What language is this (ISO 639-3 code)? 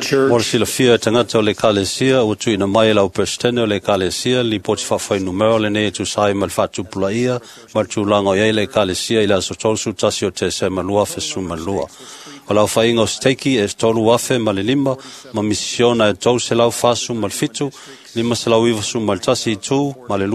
smo